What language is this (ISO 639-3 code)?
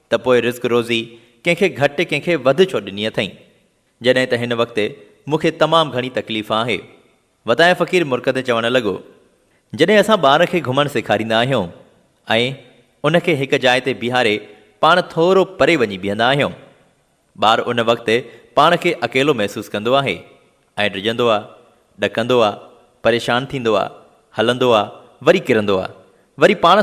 snd